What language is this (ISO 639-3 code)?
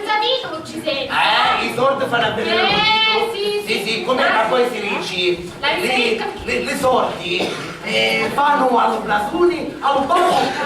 scn